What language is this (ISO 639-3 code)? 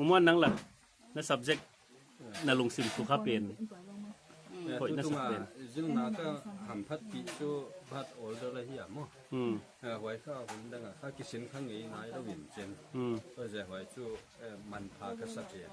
pck